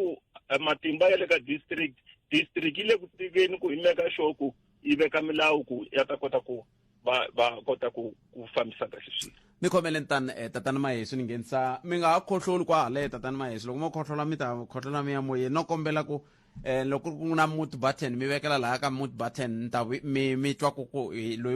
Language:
Tsonga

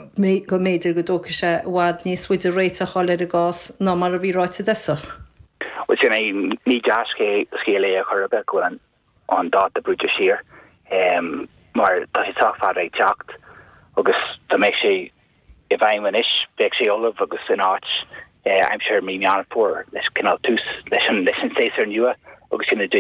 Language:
Irish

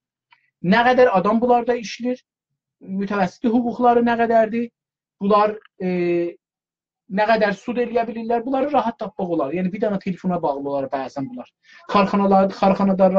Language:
South Azerbaijani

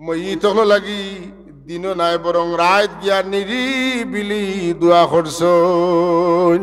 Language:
Sylheti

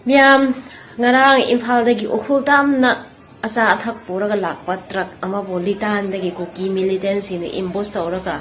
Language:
Manipuri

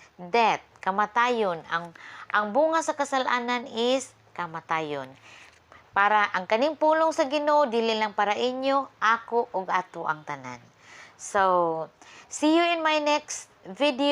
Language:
Cebuano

